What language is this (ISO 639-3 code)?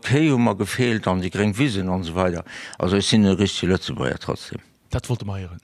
ltz